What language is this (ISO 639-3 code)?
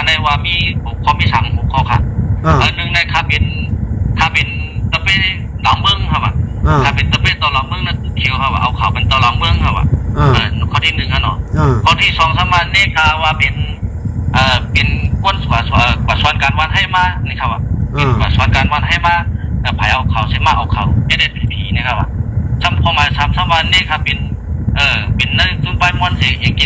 shn